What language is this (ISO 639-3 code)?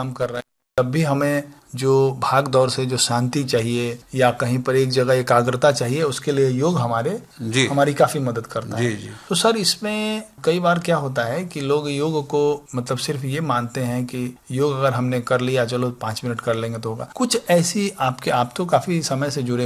hin